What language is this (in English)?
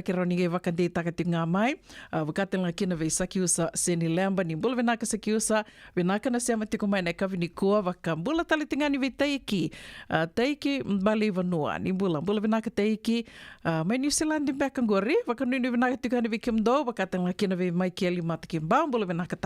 Fijian